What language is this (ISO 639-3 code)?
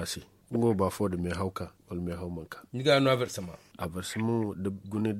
dje